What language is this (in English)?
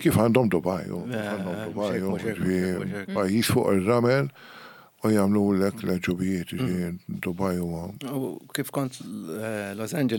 Maltese